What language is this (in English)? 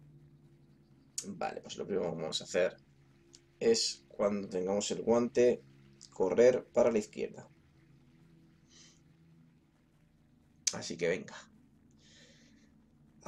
Spanish